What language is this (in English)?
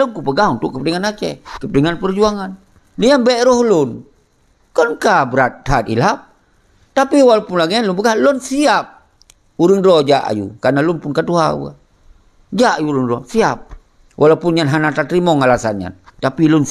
Achinese